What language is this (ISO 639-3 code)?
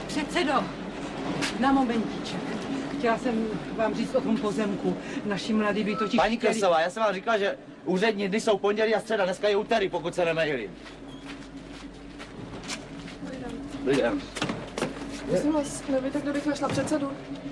ces